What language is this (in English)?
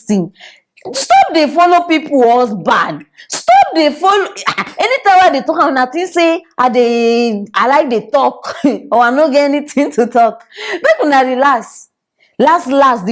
Nigerian Pidgin